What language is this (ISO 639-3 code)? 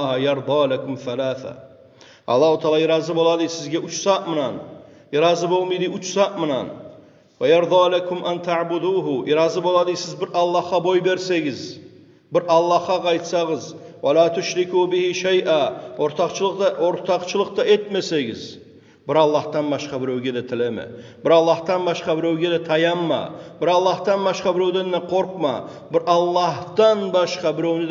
kum